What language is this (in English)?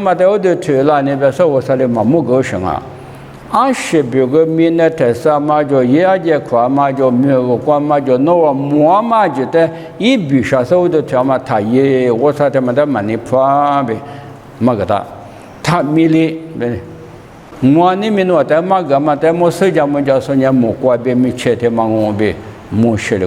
Lisu